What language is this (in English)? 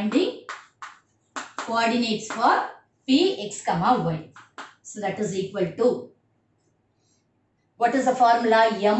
English